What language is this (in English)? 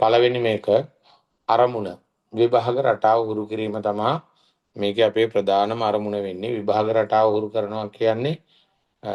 Sinhala